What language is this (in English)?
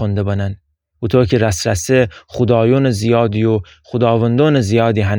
Gilaki